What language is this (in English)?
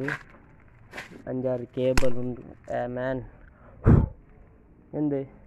Malayalam